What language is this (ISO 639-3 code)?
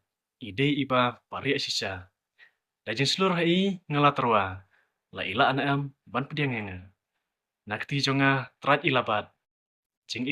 kha